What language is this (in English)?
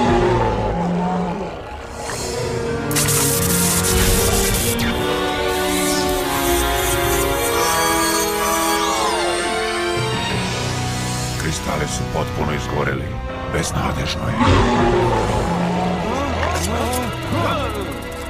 Serbian